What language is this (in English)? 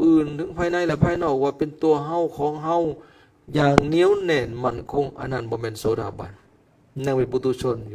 Lao